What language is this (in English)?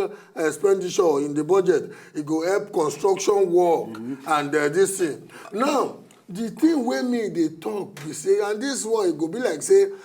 Nigerian Pidgin